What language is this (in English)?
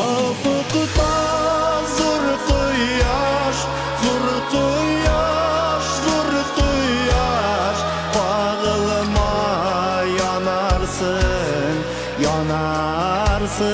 Bashkir